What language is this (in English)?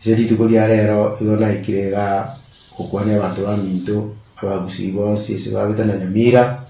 Gusii